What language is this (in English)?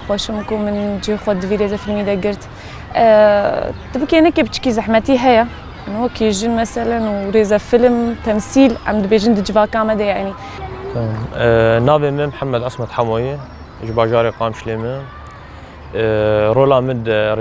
Kurdish